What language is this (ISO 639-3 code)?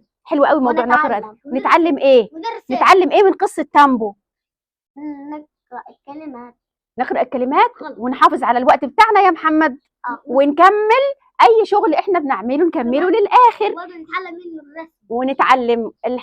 arz